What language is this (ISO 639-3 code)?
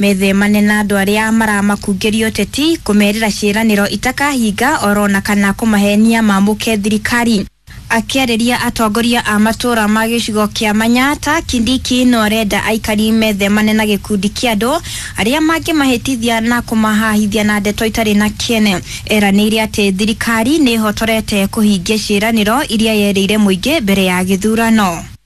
kik